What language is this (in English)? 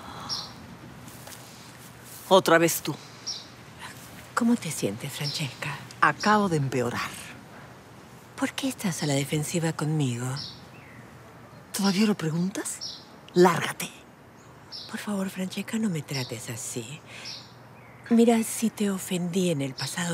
Spanish